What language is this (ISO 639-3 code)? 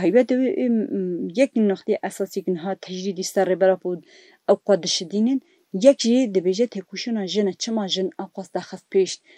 kur